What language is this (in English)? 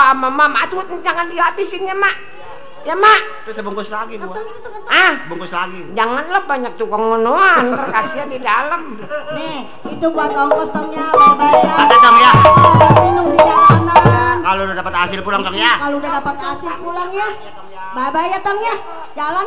Betawi